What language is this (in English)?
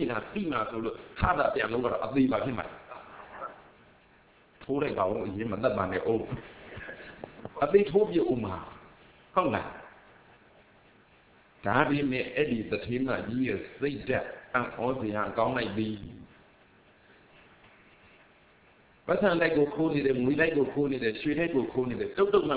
Burmese